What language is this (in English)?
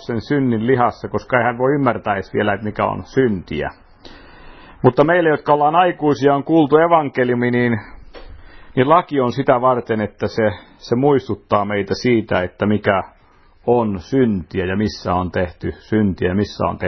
Finnish